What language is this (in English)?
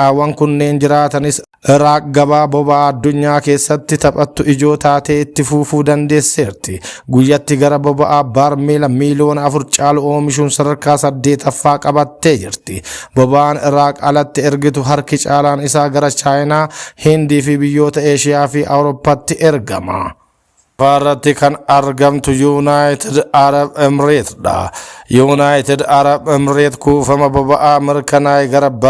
Oromo